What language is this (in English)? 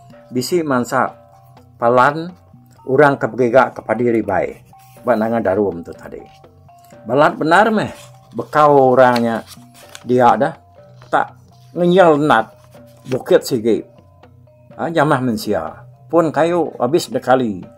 Iban